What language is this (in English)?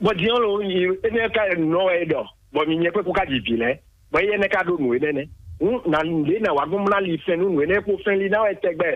Fon